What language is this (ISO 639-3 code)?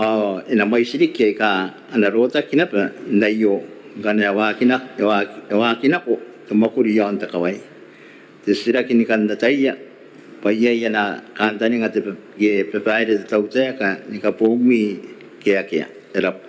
gil